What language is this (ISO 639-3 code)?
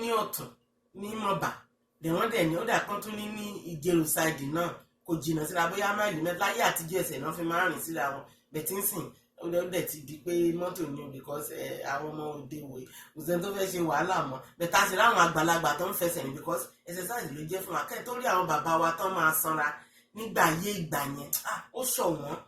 yor